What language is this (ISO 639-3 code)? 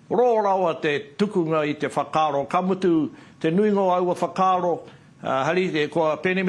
mri